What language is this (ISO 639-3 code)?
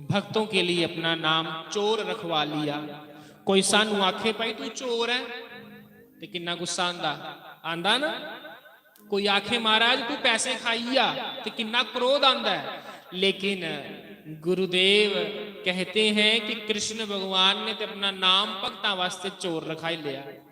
doi